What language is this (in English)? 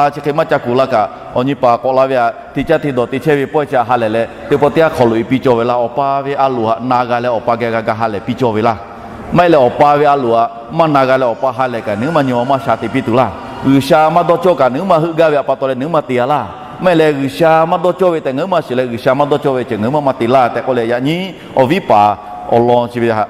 Lahu